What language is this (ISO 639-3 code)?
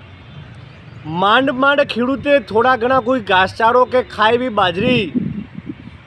guj